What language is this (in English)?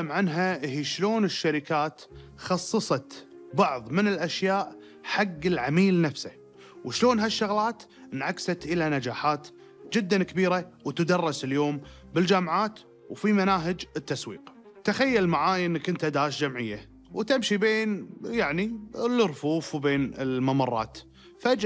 Gulf Arabic